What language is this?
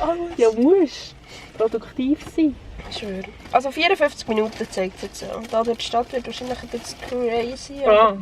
Swiss German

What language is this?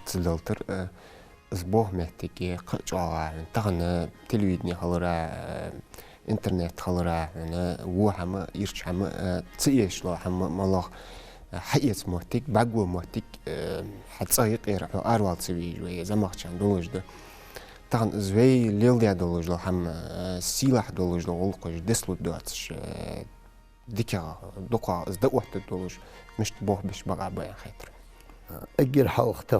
Ingush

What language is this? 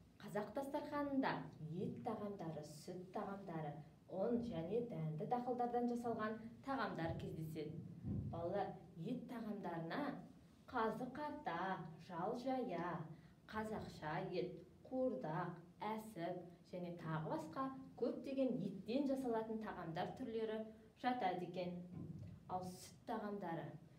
Kazakh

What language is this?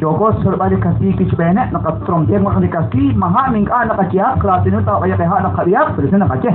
Kekchí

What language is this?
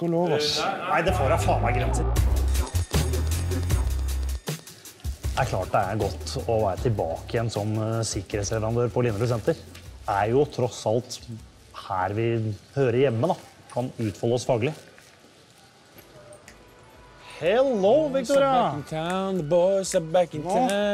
Norwegian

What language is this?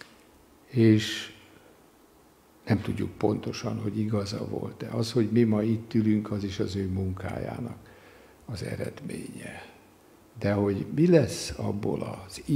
Hungarian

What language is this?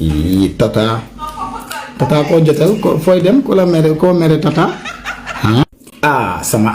Wolof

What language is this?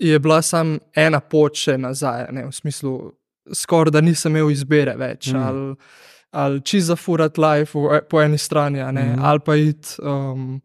Slovenian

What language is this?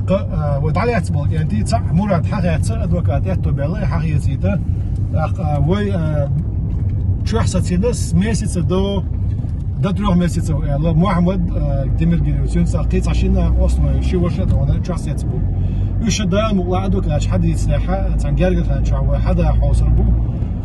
Chechen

